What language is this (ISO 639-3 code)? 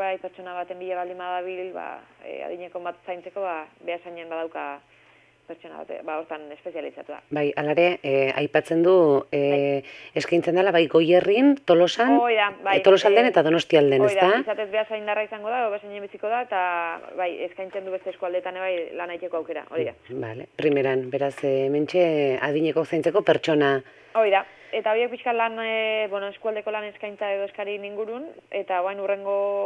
eus